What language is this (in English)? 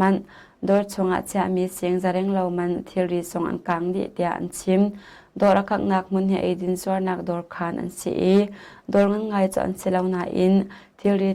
Hakha Chin